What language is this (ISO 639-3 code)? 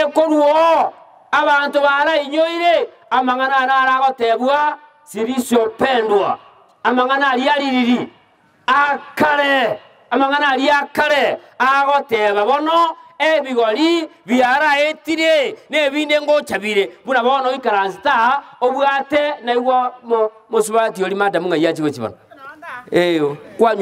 guz